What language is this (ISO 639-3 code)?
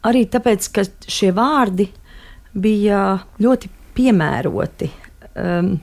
lav